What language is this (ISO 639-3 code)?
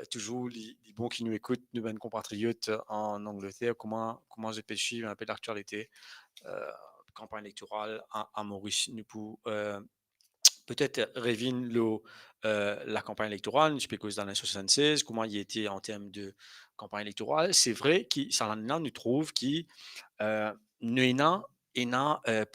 mfe